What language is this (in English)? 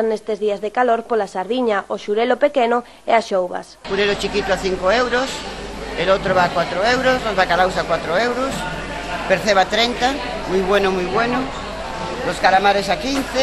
Galician